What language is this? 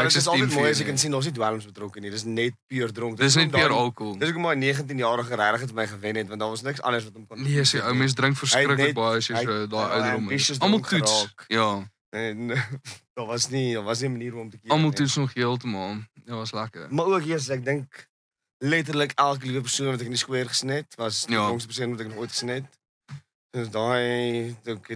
Afrikaans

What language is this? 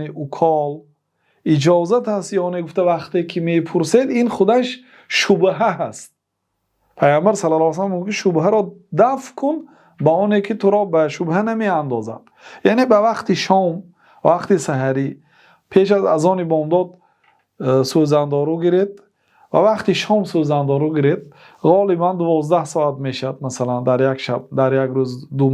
Tajik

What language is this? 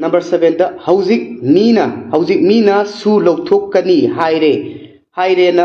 Manipuri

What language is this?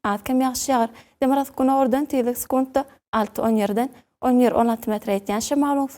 Turkmen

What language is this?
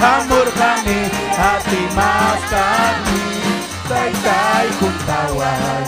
Ayacucho Quechua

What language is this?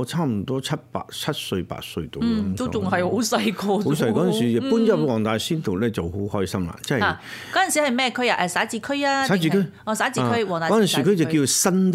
Cantonese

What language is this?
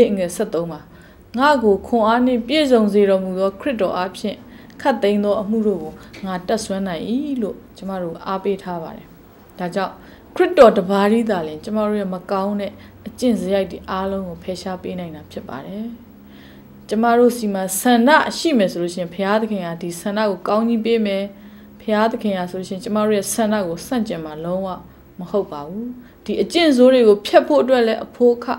Burmese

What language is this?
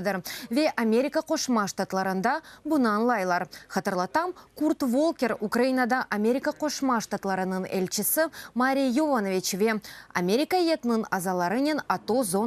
Crimean Tatar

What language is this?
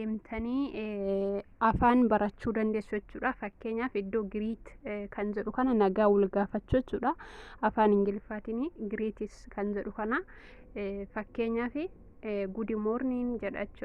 Oromo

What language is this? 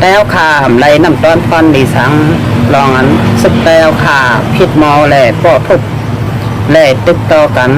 Shan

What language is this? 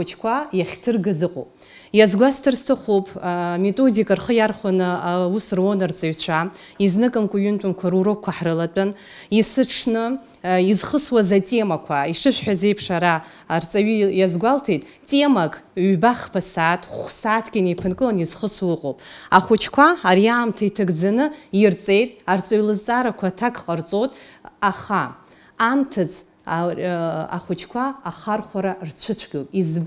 Abkhazian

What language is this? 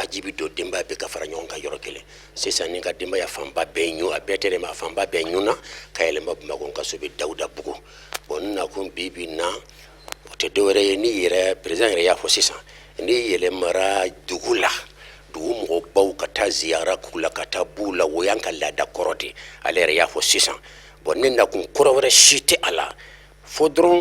Bambara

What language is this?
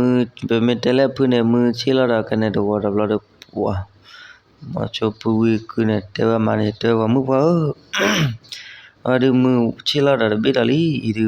S'gaw Karen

